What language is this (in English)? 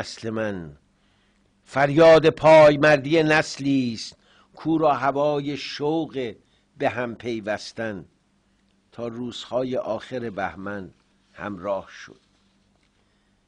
Persian